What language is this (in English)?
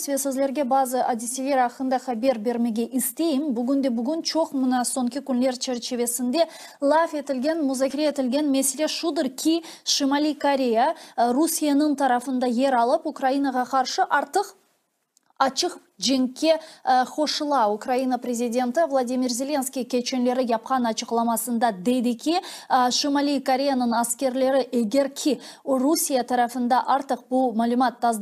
Crimean Tatar